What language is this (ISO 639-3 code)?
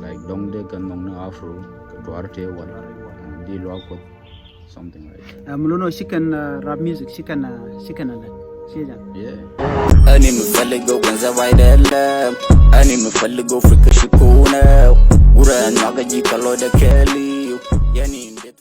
nus